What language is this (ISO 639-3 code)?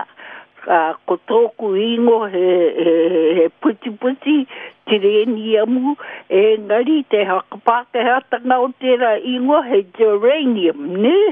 mri